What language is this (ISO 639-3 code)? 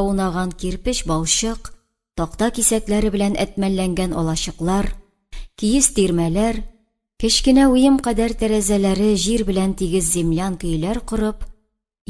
tat